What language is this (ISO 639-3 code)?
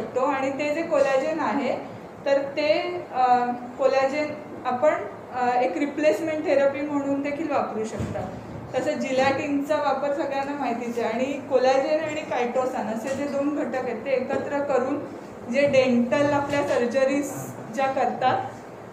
mar